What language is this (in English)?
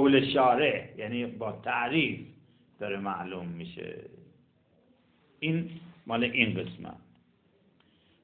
Persian